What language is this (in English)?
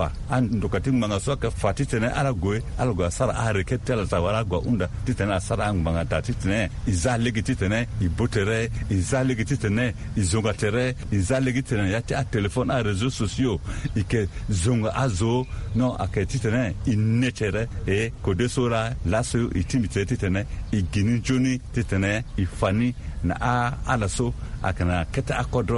Sango